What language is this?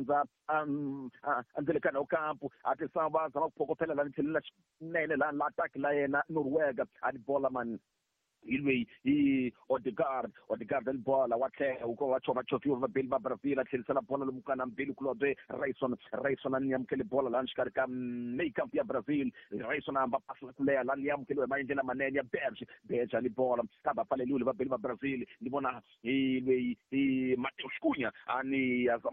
Tsonga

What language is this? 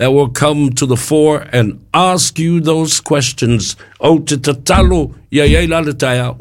Samoan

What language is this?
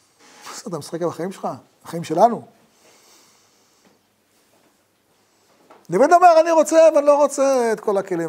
Hebrew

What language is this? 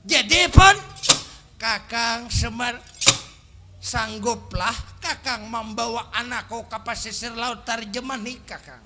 Banjar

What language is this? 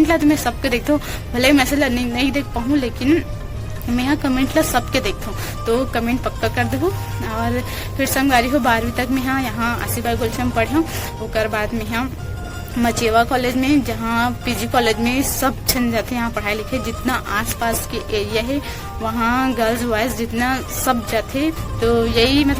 Chhattisgarhi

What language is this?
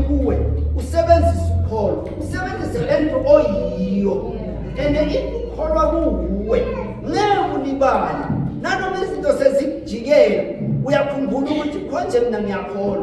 Zulu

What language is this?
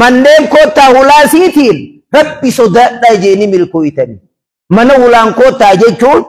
Oromo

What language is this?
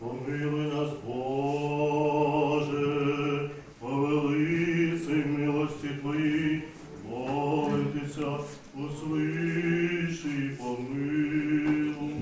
Rusyn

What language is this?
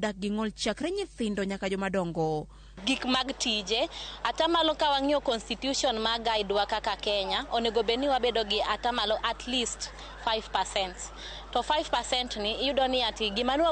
Luo (Kenya and Tanzania)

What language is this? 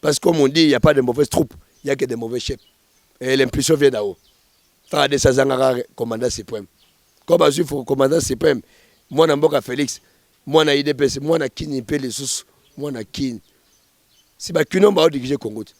Lingala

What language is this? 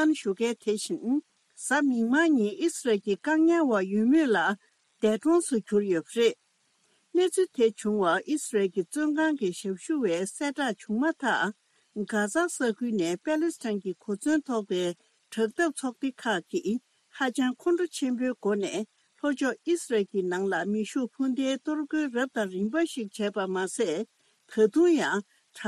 Tibetan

